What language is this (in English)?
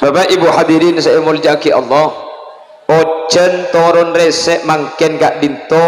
Madurese